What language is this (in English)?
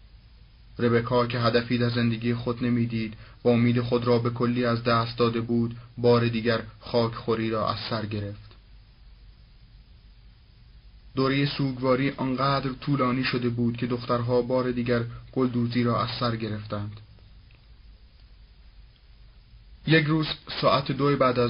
Persian